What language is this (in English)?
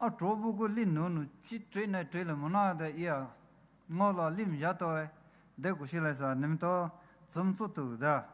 Poumei Naga